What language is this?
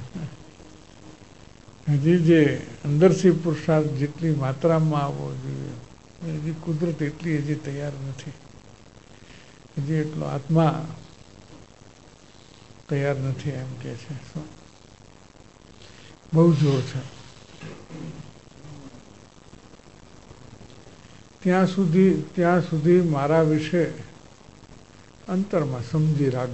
Gujarati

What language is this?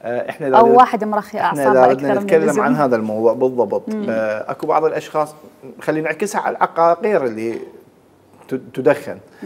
Mesopotamian Arabic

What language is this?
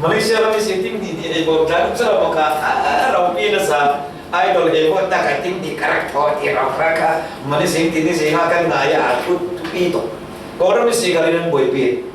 Falam Chin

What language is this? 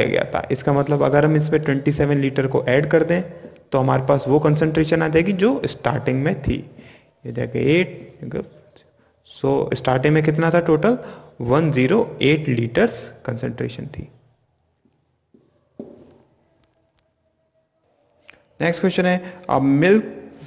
Hindi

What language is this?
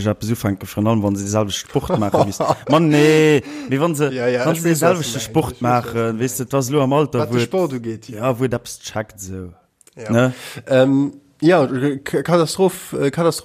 Luxembourgish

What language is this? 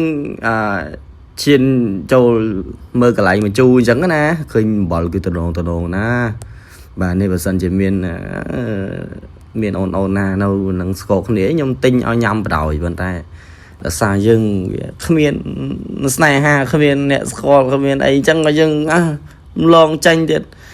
Khmer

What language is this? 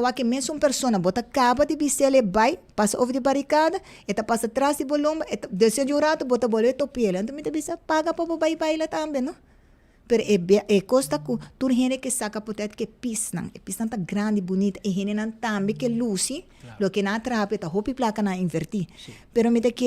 Papiamento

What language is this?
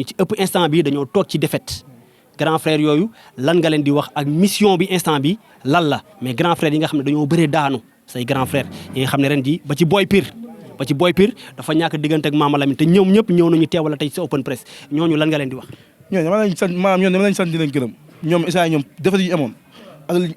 Wolof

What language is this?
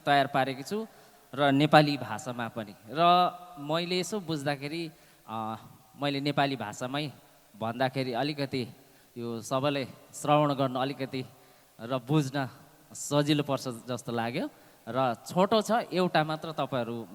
Nepali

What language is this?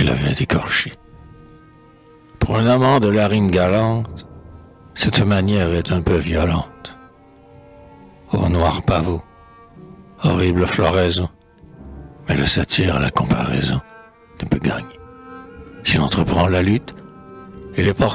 French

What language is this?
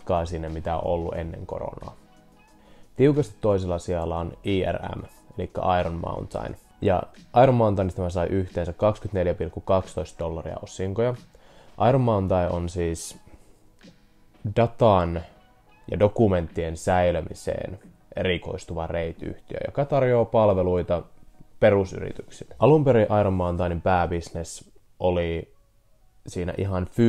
Finnish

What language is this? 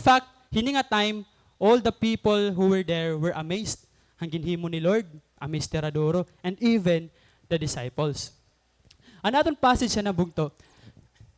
Waray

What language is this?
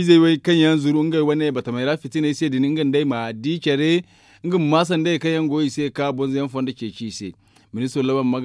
Zarma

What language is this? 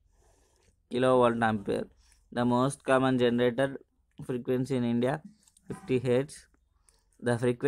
English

